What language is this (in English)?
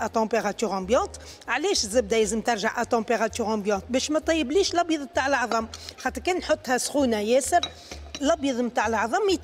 Tunisian Arabic